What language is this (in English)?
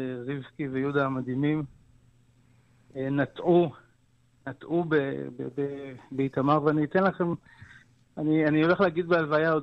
Hebrew